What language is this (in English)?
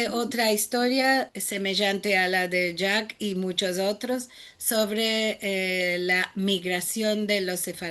Ladino